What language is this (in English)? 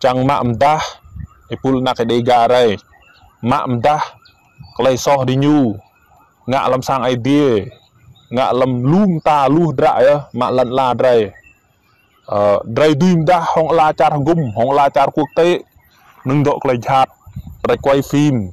Rade